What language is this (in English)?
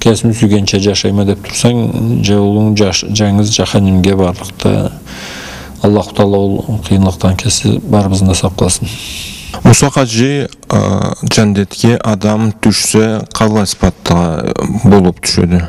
Karachay-Balkar